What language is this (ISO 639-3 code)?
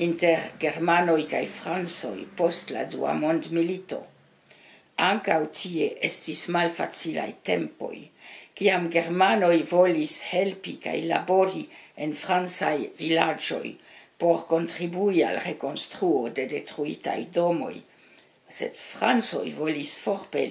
epo